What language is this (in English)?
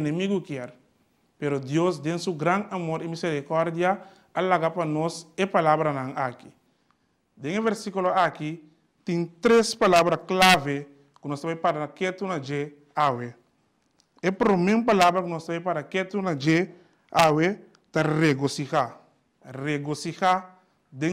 Papiamento